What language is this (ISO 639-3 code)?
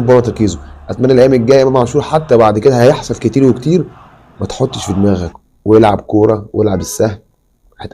arz